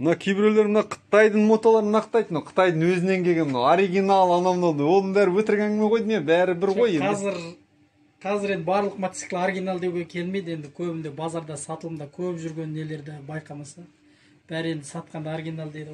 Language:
Kazakh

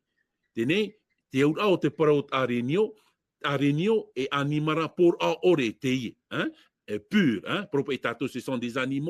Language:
Tahitian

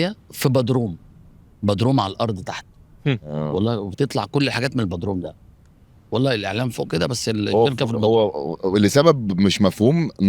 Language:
Egyptian Arabic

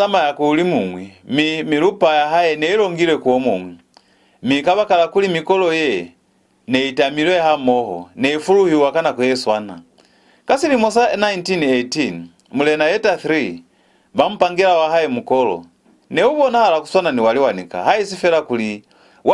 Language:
Lozi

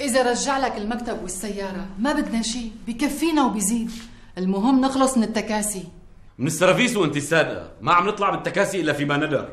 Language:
North Levantine Arabic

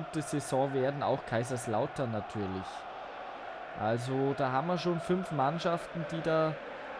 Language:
German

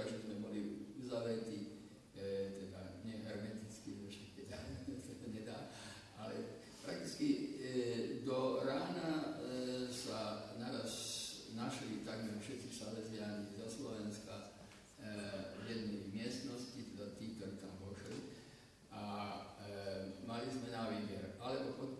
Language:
Slovak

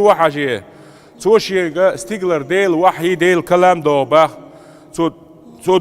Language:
Chechen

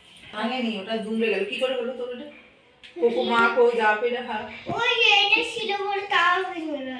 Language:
Bangla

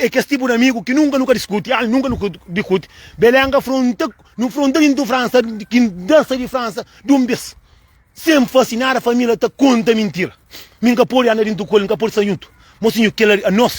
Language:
Kabuverdianu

